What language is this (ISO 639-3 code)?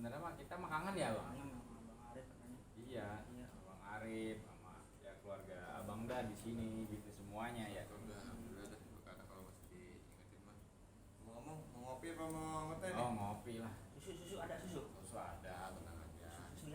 bew